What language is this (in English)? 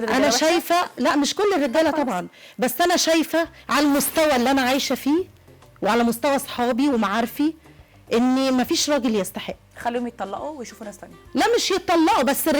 Egyptian Arabic